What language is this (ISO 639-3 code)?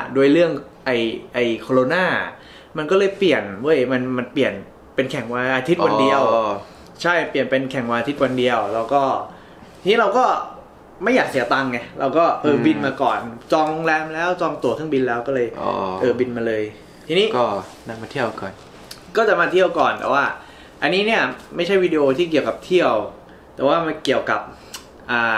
tha